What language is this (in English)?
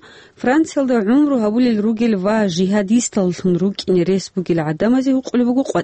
Avaric